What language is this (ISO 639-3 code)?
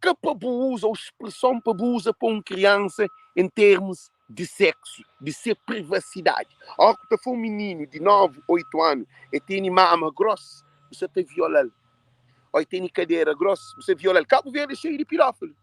kea